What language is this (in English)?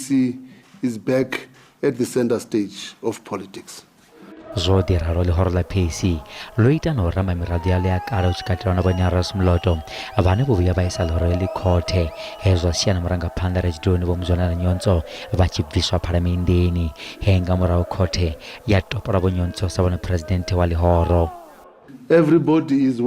Venda